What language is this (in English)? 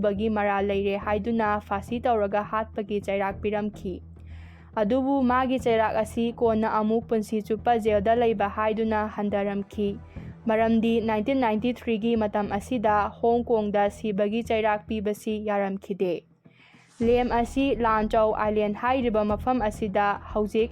Manipuri